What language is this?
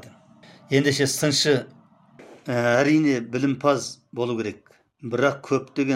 Kazakh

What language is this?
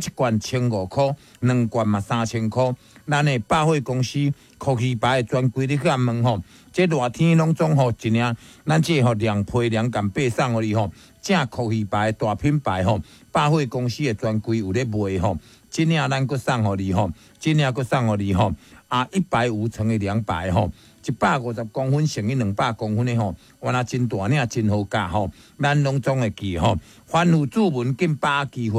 Min Nan Chinese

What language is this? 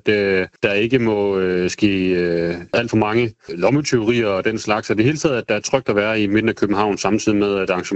Danish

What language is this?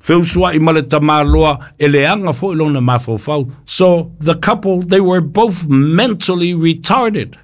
Samoan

